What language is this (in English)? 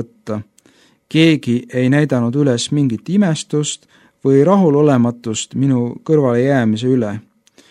Estonian